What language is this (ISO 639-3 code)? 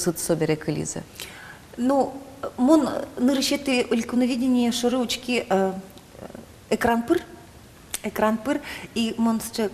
udm